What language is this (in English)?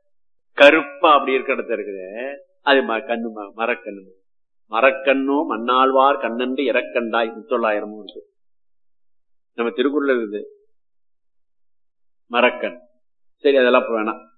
Tamil